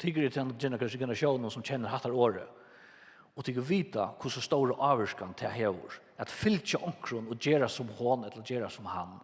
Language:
Faroese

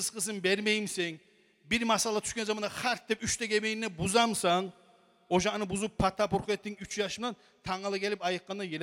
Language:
Kumyk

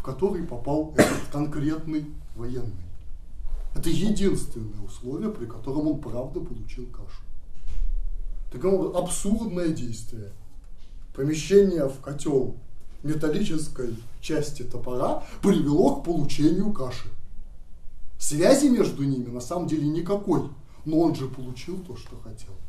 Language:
Russian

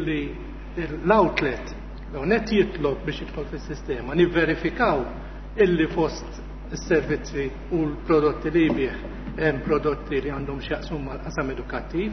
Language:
Maltese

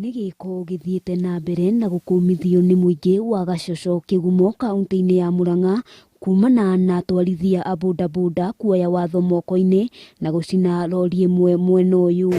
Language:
Kikuyu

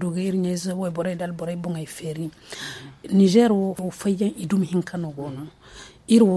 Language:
Zarma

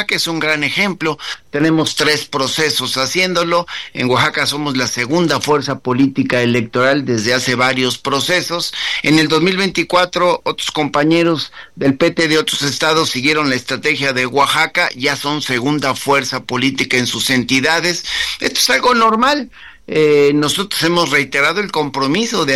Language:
Spanish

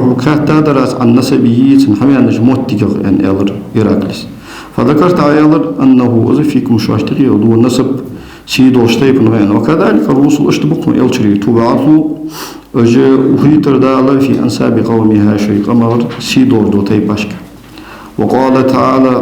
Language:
Ingush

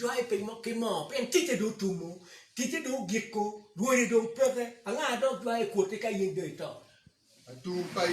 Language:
Acoli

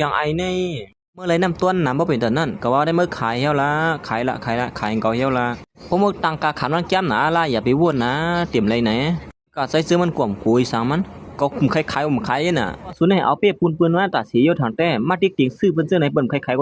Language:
Shan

